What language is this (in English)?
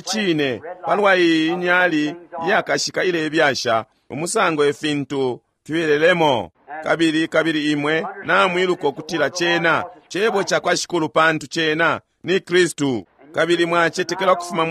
Bemba